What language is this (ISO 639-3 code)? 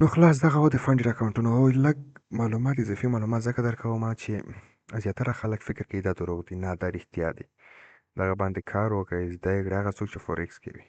pus